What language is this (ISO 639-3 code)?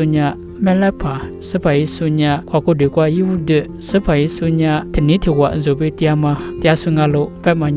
lis